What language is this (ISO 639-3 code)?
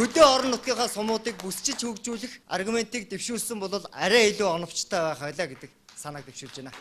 mon